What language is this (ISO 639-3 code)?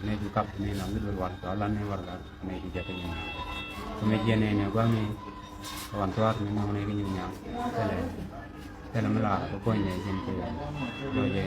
nus